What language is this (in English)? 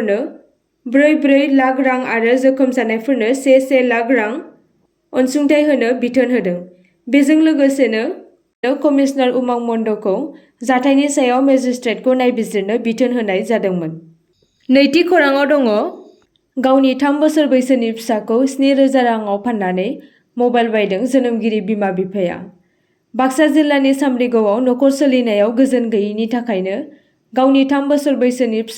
Bodo